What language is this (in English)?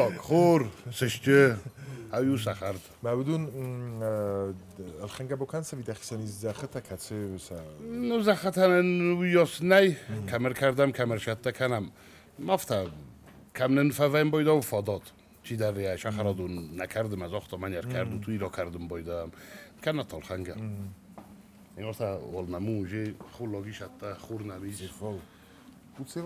Ossetic